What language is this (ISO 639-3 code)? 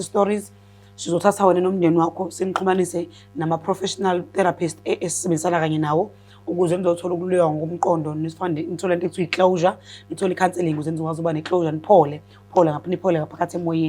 zul